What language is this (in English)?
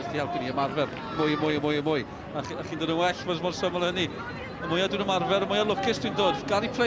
Welsh